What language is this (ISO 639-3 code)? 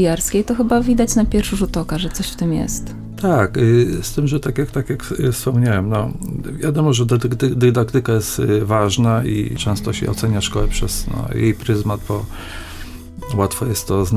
pol